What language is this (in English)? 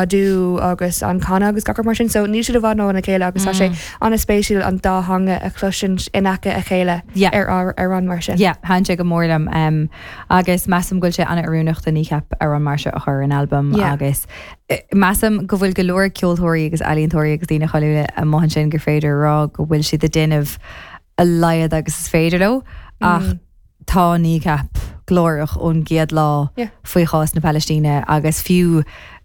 Irish